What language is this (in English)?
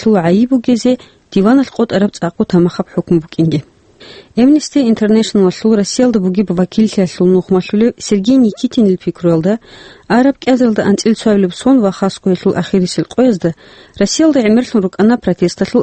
Avaric